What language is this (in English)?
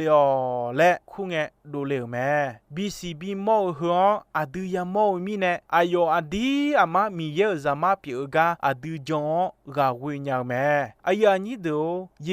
Akha